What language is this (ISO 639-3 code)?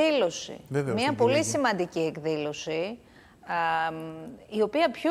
ell